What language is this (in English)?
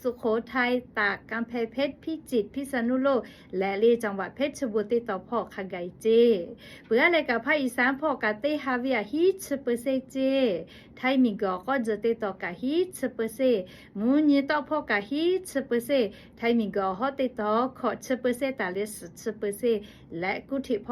Lahu